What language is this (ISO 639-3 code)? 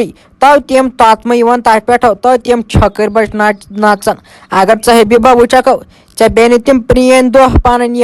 kas